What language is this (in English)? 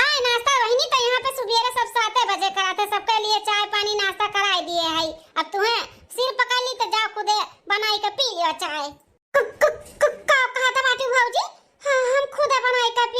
Awadhi